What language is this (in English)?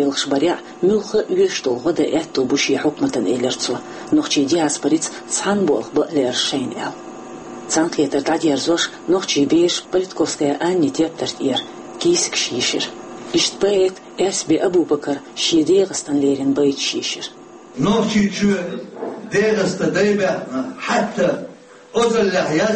Chechen